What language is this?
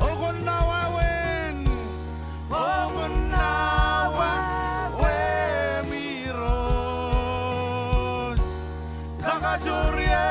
Marshallese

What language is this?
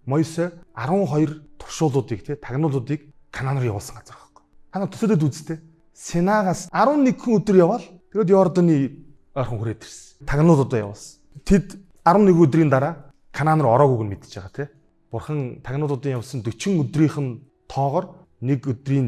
Mongolian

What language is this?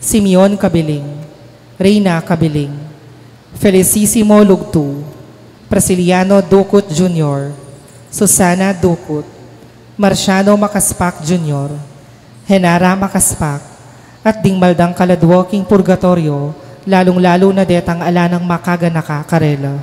Pampanga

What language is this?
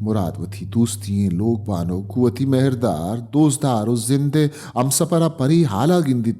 Baluchi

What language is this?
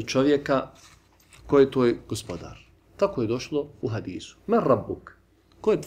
Bosnian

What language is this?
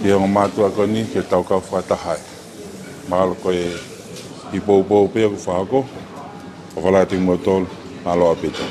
Tongan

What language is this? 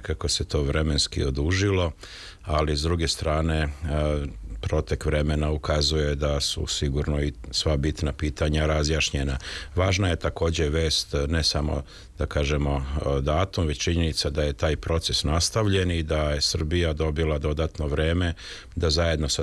Serbian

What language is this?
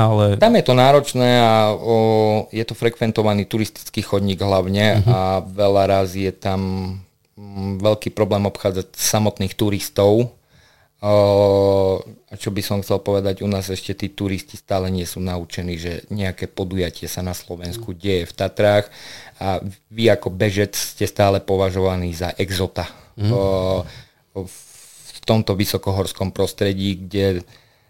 Slovak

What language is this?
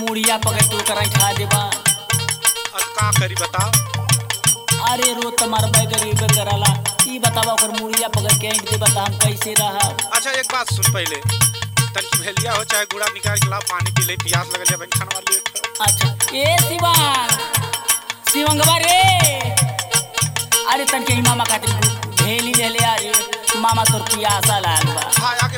Bhojpuri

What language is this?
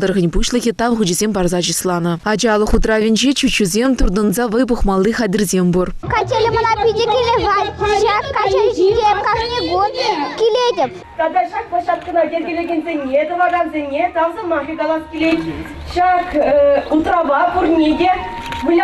Chuvash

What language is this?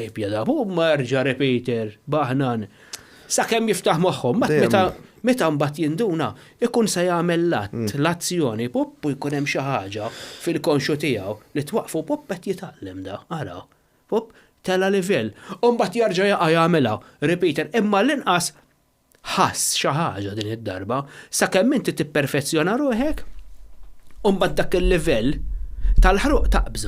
Maltese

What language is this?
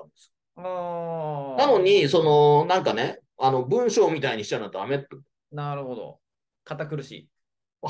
Japanese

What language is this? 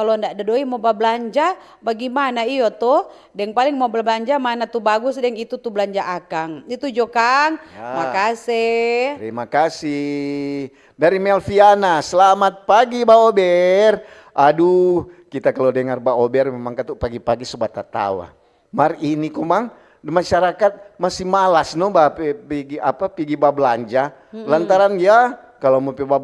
Manado Malay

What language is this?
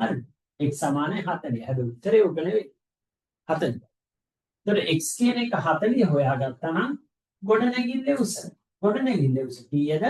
Sinhala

